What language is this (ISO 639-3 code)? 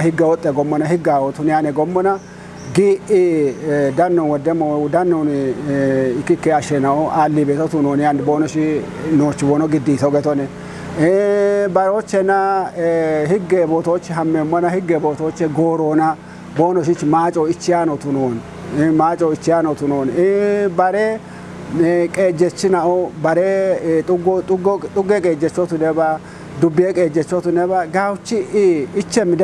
kbr